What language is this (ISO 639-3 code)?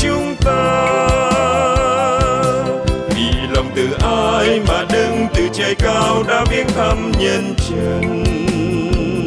vie